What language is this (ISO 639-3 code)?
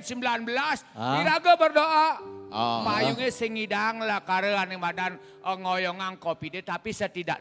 ban